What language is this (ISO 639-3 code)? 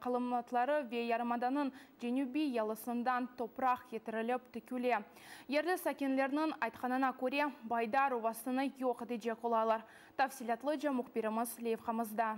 crh